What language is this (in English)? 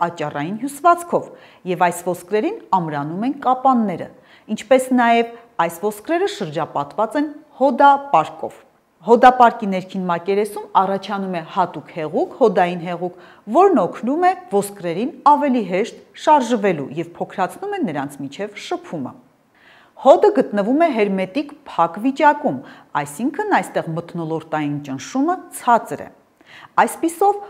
Armenian